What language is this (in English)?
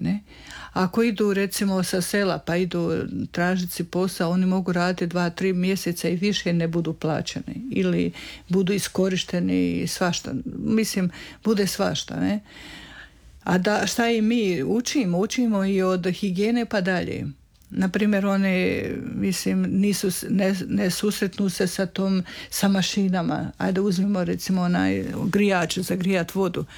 Croatian